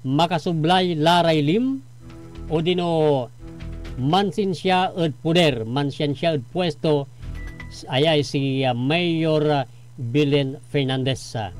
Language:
Pangasinan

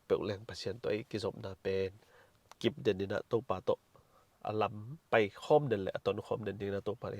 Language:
Tedim Chin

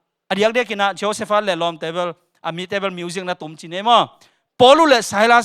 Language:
Tedim Chin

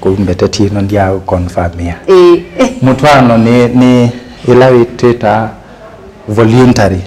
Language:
Kamba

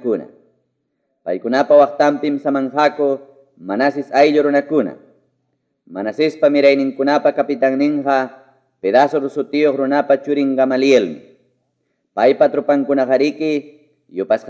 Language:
Ayacucho Quechua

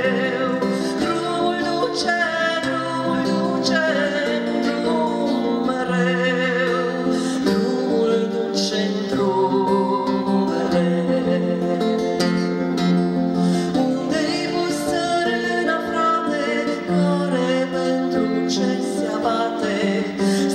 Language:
Romanian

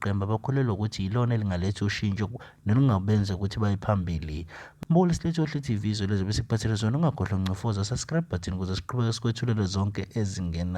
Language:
Zulu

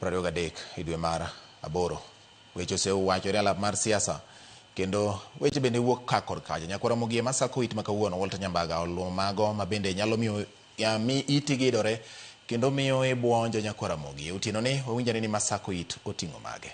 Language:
Luo (Kenya and Tanzania)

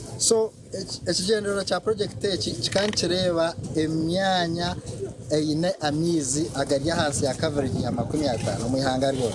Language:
Nyankole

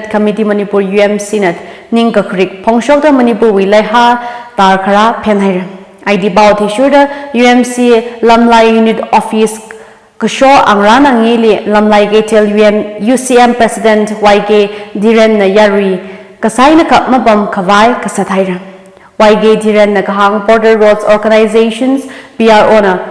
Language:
Tangkhul Naga (India)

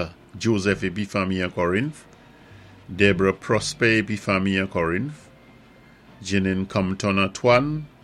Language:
Saint Lucian Creole French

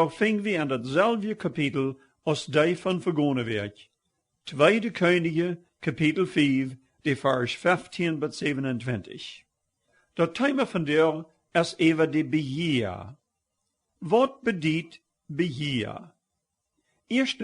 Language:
Plautdietsch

